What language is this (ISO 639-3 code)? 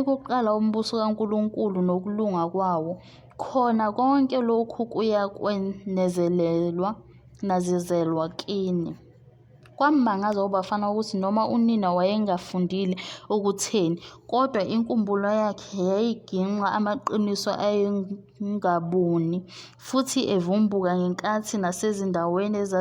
zul